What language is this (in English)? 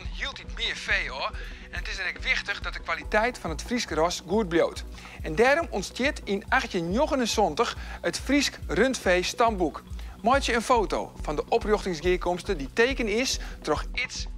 Western Frisian